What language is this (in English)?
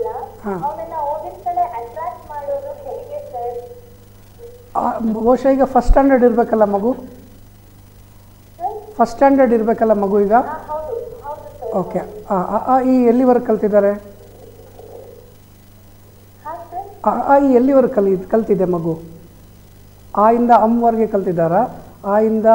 Kannada